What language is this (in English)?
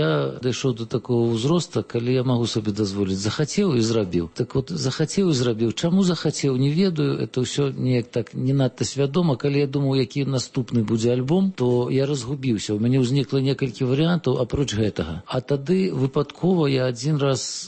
Belarusian